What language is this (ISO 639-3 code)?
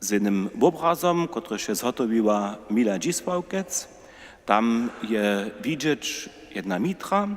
hsb